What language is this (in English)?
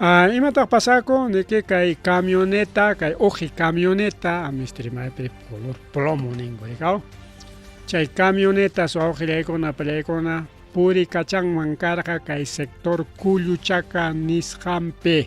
Ayacucho Quechua